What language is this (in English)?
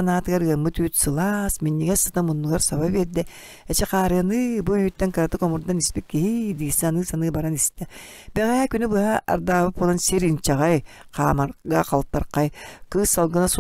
Yakut